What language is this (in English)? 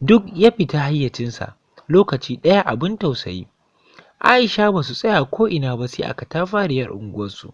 Hausa